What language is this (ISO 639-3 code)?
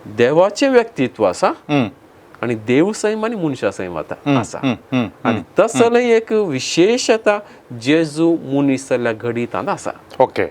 kok